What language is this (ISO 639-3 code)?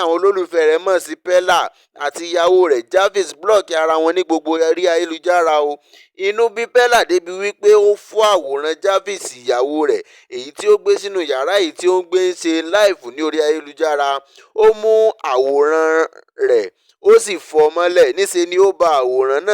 yor